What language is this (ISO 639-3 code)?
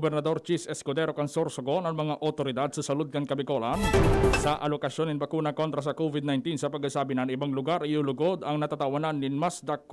bik